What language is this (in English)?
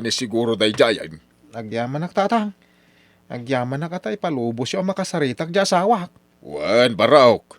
Iloko